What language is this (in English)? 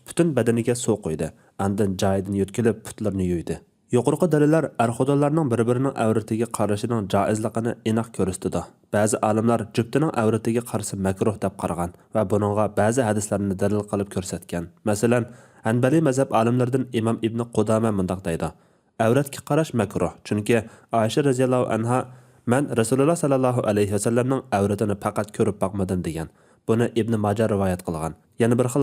Uyghur